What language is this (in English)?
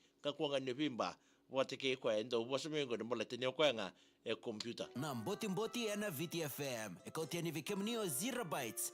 Fijian